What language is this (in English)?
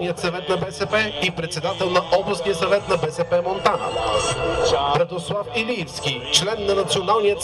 Bulgarian